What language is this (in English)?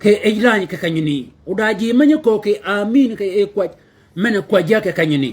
Shilluk